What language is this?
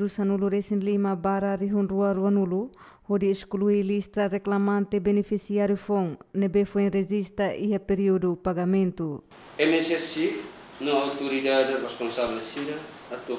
Tetum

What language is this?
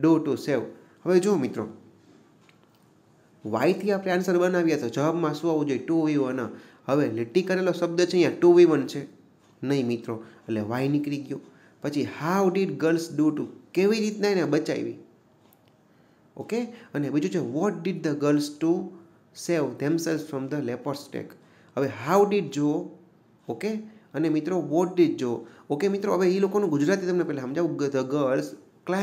Gujarati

